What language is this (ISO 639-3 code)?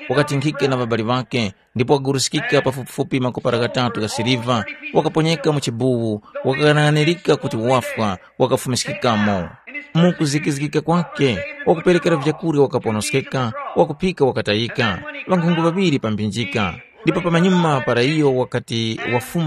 tum